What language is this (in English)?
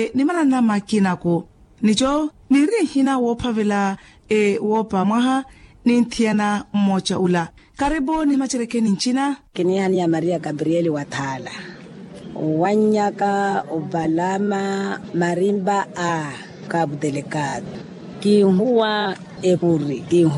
Makhuwa